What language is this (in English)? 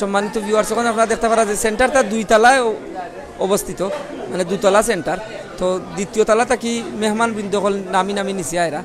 Sylheti